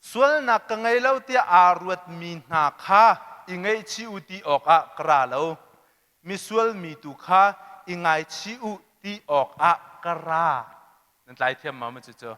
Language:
Hakha Chin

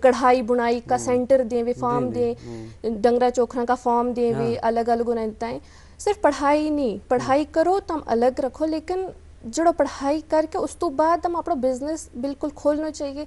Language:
Gujari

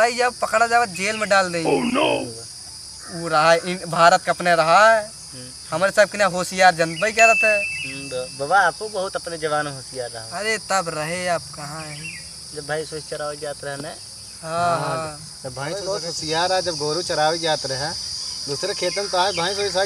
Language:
Awadhi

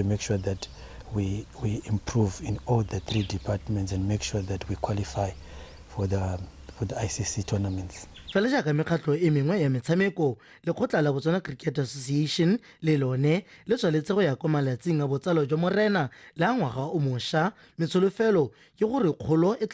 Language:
Tswana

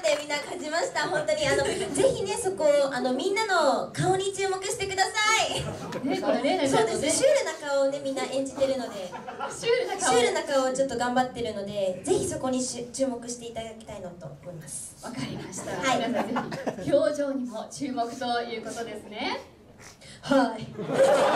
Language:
Japanese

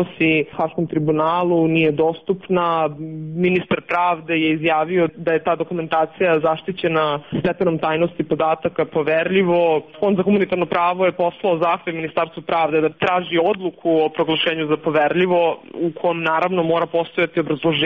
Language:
Serbian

